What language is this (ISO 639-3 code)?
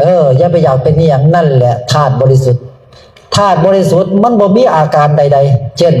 tts